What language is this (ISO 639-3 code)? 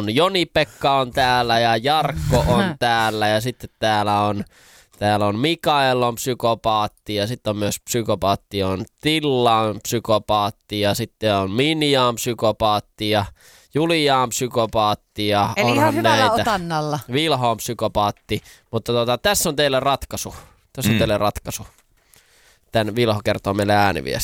fin